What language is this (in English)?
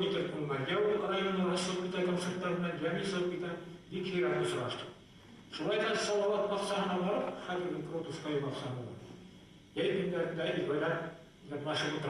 Bashkir